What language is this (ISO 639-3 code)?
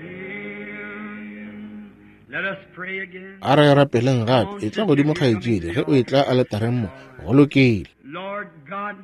nso